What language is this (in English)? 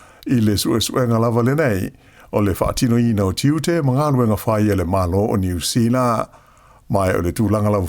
Samoan